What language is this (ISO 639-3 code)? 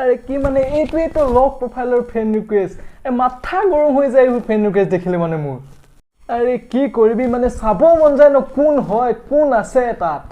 asm